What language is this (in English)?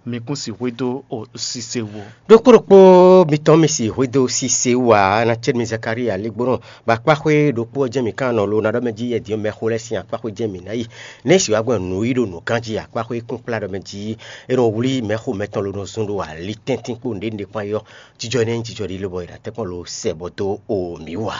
Fon